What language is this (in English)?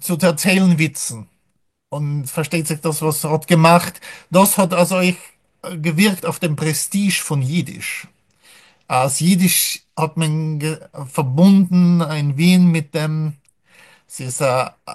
Yiddish